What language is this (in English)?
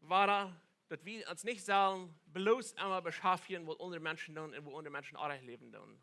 Plautdietsch